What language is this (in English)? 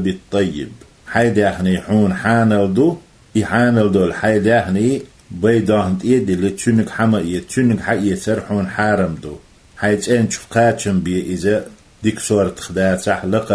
Chechen